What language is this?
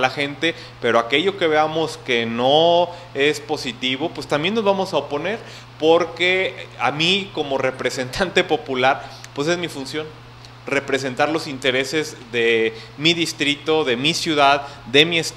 Spanish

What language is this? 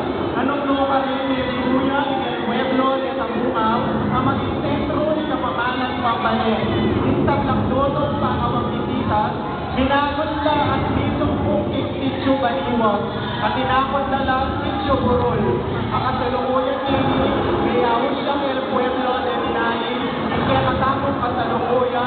Pampanga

